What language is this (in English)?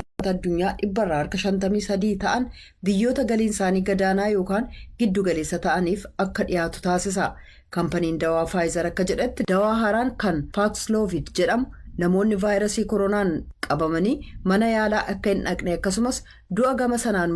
Oromo